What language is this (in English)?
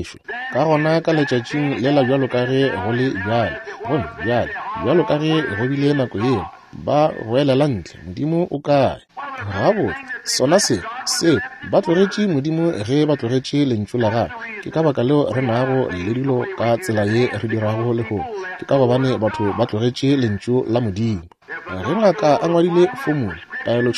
Northern Sotho